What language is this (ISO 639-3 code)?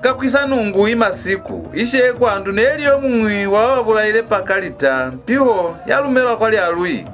loz